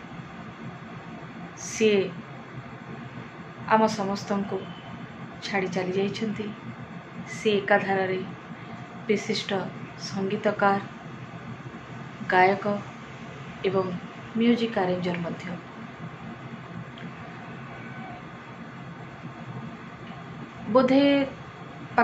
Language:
Odia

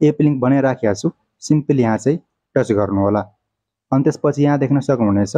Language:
Nepali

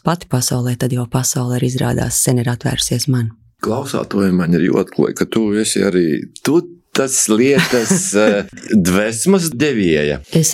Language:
Latvian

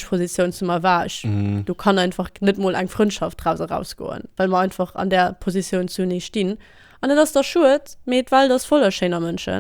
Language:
Luxembourgish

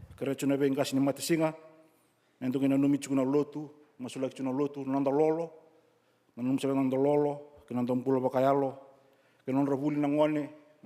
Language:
Fijian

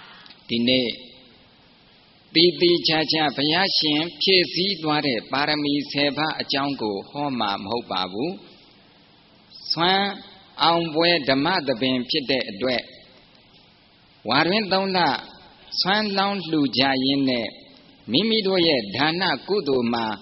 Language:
Burmese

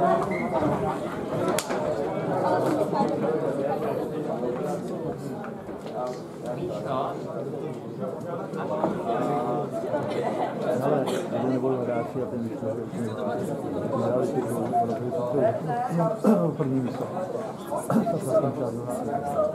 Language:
Czech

